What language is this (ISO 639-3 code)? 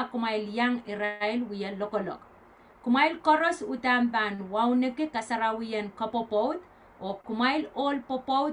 pon